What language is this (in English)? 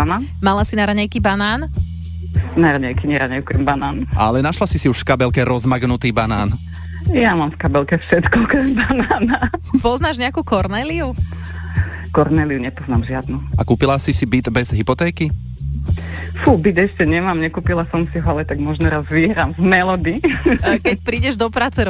Slovak